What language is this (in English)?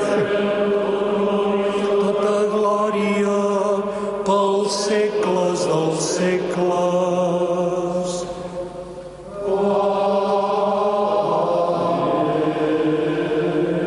Catalan